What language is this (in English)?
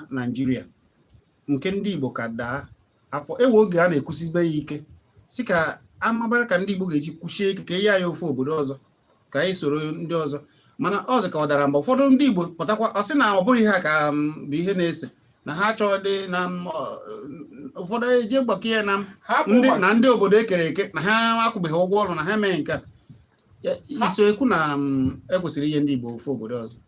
Igbo